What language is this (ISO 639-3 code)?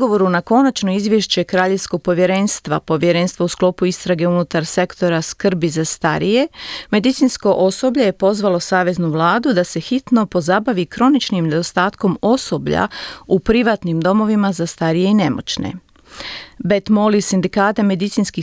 hrv